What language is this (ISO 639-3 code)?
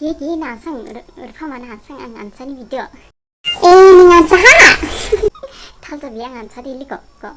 dis